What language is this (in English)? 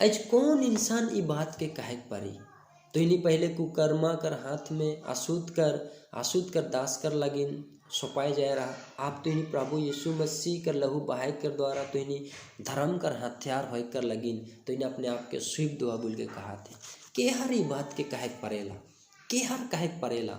Sadri